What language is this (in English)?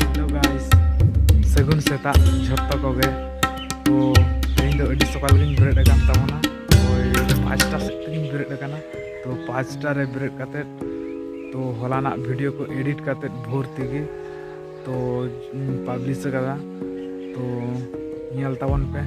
Santali